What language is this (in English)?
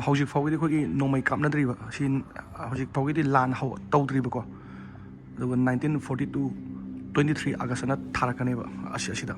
Manipuri